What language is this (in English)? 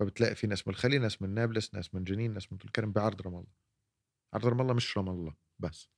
North Levantine Arabic